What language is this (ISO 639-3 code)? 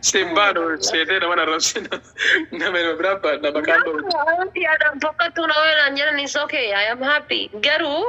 orm